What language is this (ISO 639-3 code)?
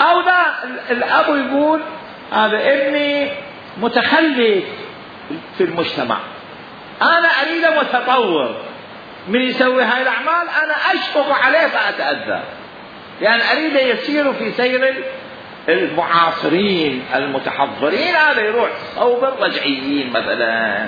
acm